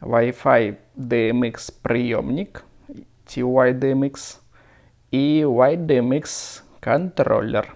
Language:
Belarusian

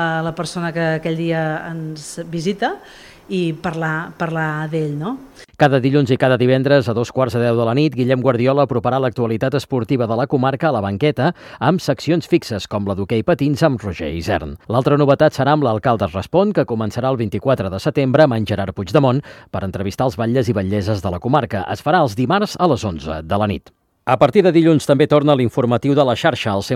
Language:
Catalan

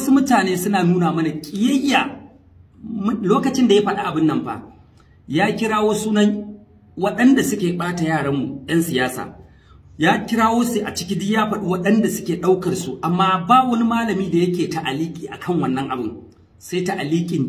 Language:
Hausa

